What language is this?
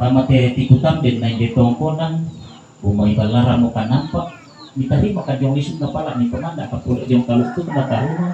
Toraja-Sa'dan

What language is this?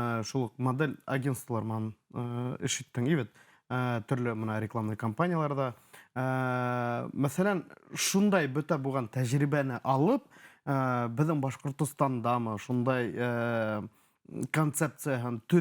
Bashkir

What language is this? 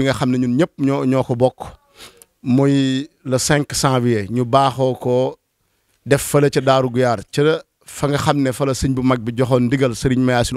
Wolof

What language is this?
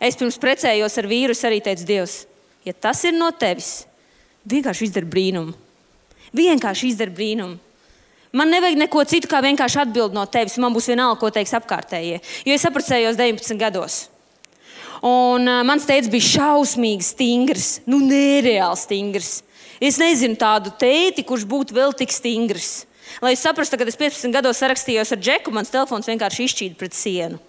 Latvian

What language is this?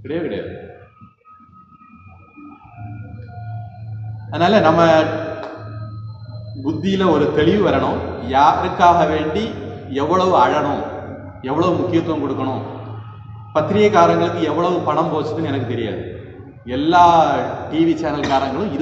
Tamil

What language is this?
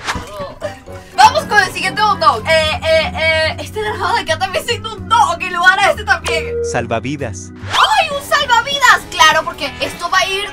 Spanish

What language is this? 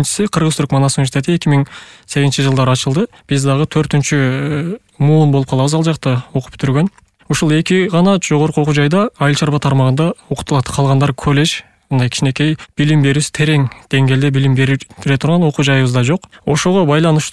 Kyrgyz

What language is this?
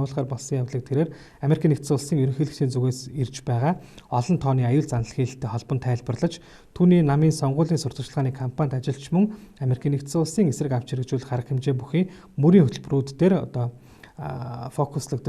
Mongolian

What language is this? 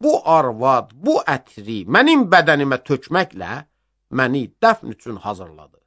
Azerbaijani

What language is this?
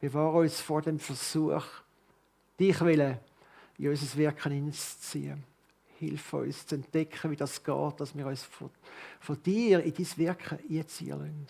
Swiss German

